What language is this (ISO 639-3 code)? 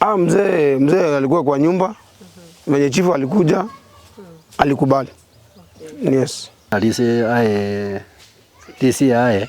guz